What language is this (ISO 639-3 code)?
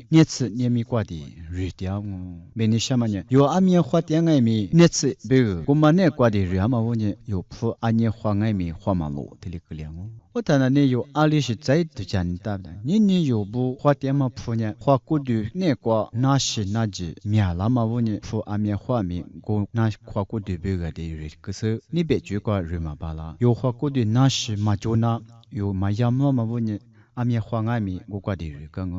lis